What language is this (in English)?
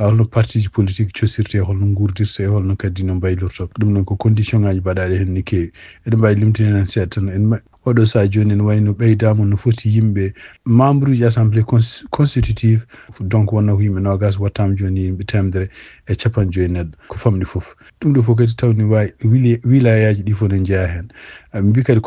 Fula